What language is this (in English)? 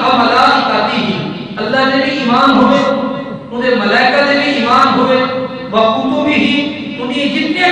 Saraiki